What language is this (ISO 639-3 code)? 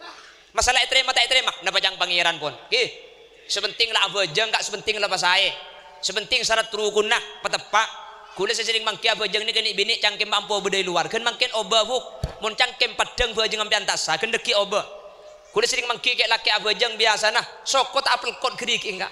mad